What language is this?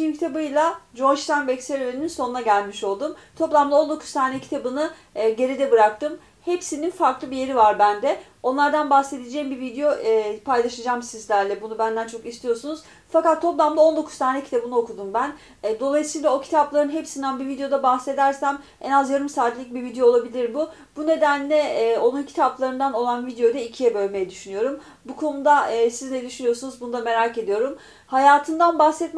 Turkish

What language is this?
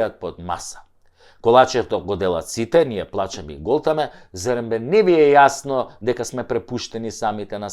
Macedonian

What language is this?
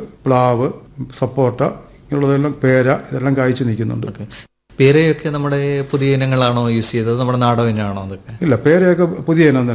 Malayalam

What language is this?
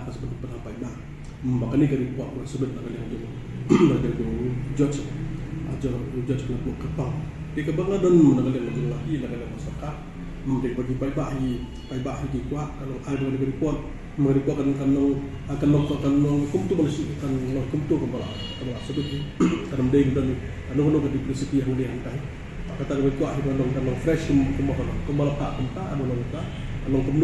Khasi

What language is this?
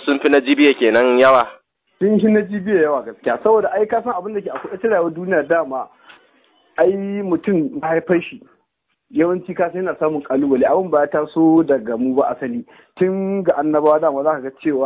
Hausa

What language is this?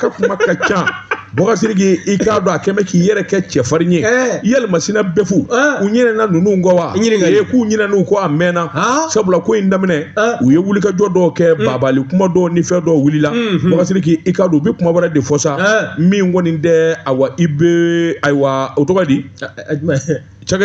Bambara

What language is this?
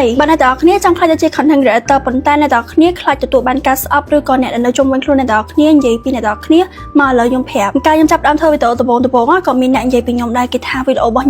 Khmer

